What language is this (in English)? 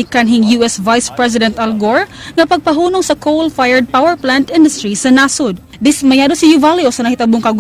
Cebuano